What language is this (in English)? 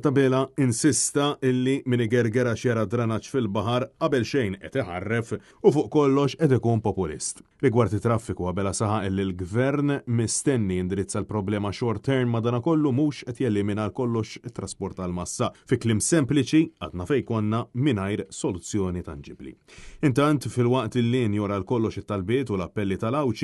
Maltese